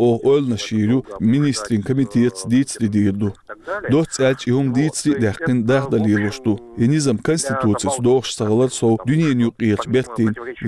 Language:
Chechen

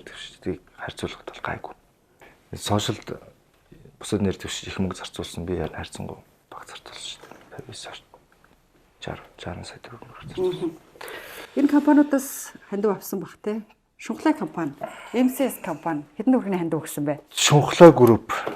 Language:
Mongolian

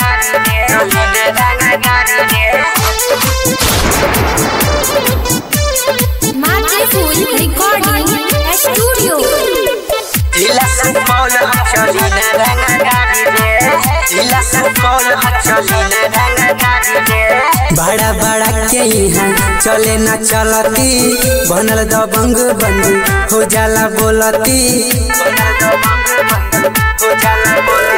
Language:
Bhojpuri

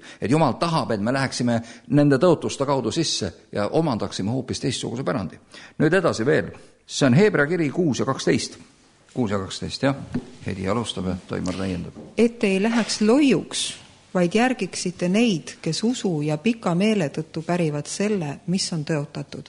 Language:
Estonian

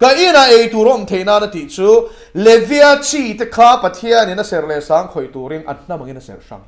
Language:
Mizo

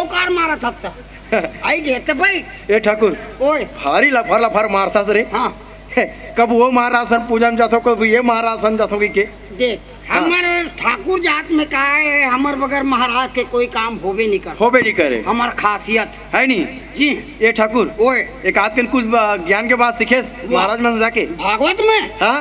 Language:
Chhattisgarhi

